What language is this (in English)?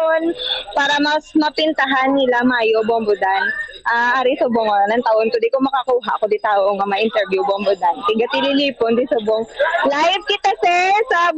Hiligaynon